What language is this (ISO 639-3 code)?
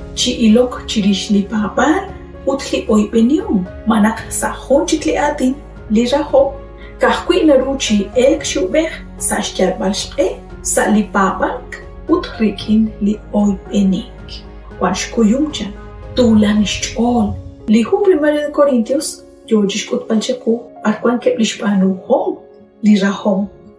kek